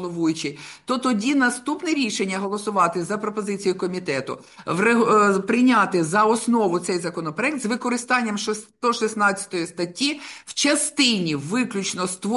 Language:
Ukrainian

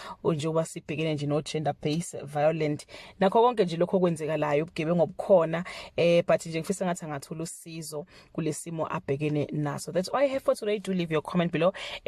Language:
Zulu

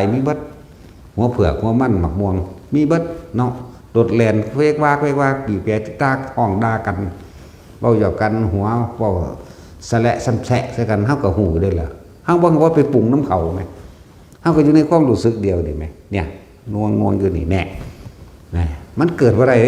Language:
Northeastern Thai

